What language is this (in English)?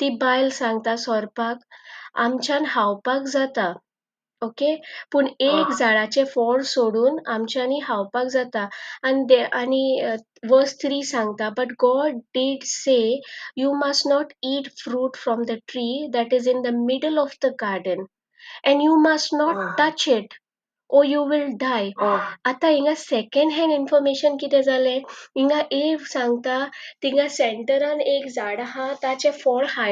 Konkani